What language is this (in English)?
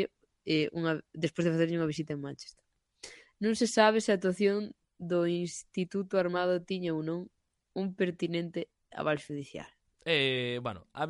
Galician